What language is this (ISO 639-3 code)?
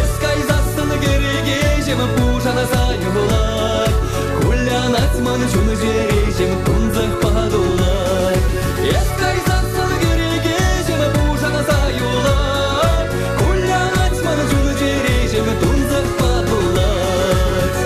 chv